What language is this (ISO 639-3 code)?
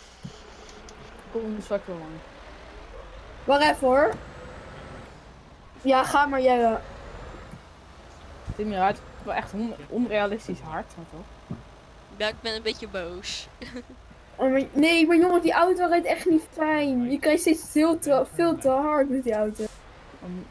nld